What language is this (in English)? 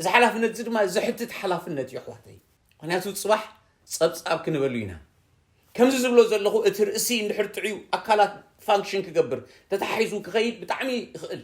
Tigrinya